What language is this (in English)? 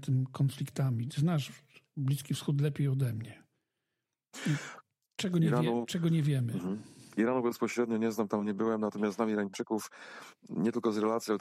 Polish